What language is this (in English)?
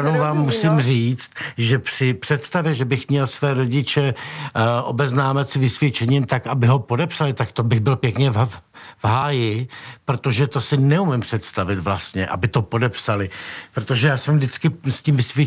Czech